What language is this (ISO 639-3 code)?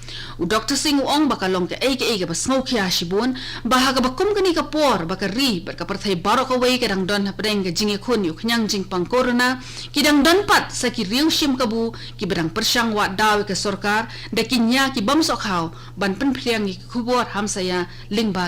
kha